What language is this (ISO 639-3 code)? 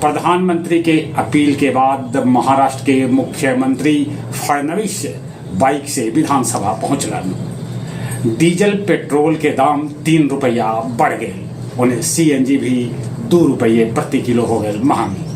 mag